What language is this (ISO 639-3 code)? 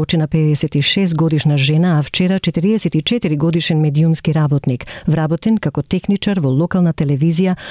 mkd